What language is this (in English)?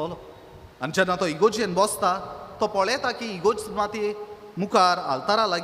Konkani